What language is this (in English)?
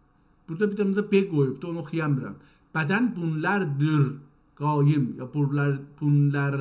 South Azerbaijani